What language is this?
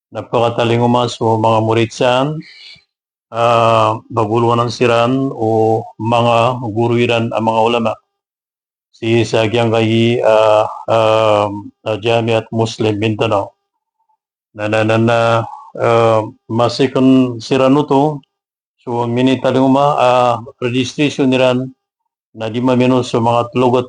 Maranao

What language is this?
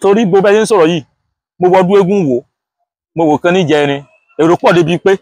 Yoruba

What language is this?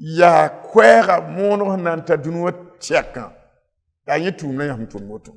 Mossi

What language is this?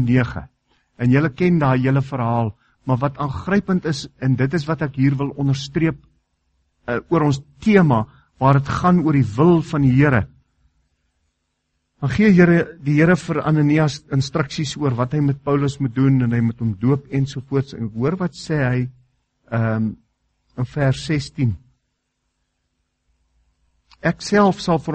Afrikaans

